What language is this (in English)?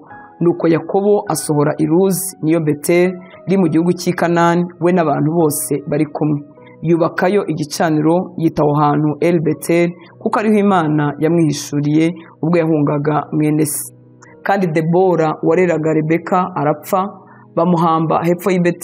Kinyarwanda